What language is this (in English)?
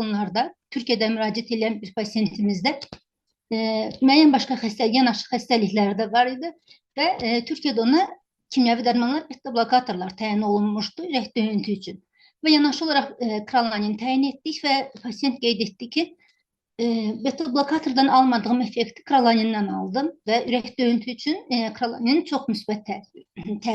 Azerbaijani